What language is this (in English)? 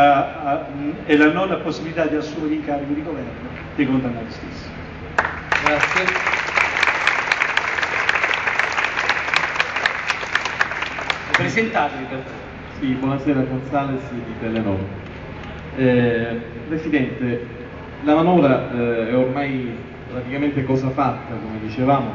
Italian